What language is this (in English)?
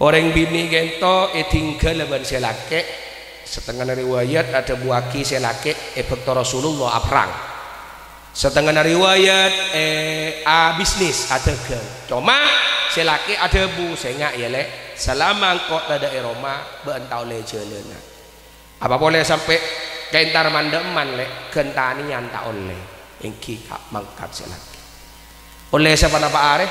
Madurese